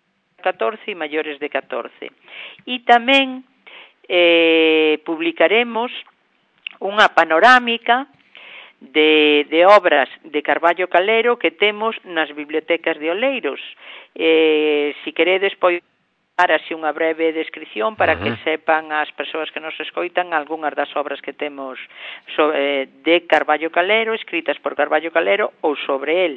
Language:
Galician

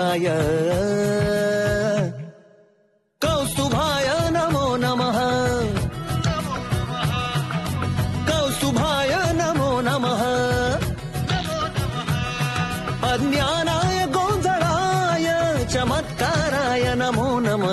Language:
Marathi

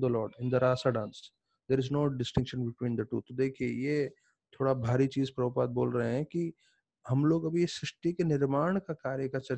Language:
Hindi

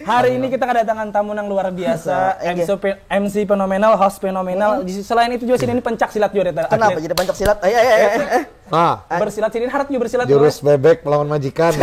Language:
Banjar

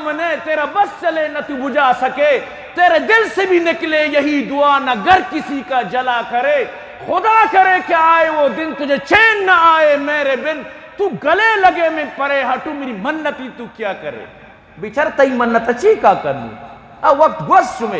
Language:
Eastern Balochi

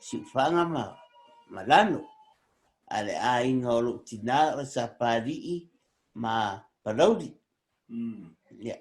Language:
Samoan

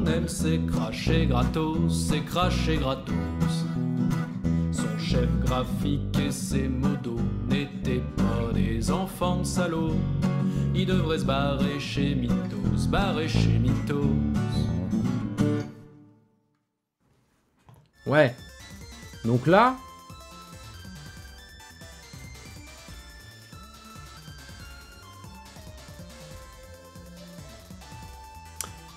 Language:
French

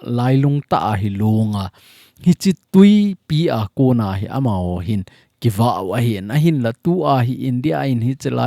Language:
Thado Chin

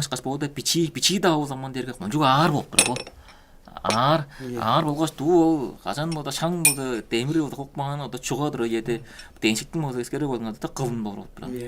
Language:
Tuvinian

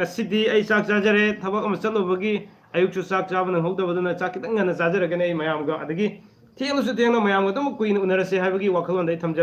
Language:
Manipuri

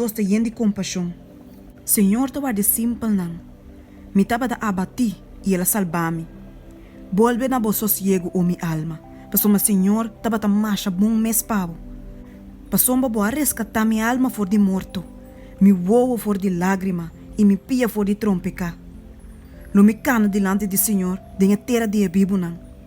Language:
Papiamento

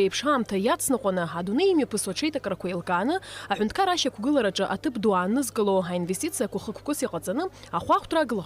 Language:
Abkhazian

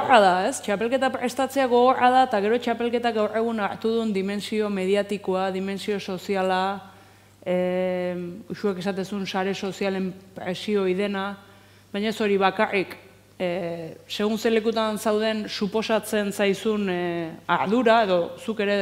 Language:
Basque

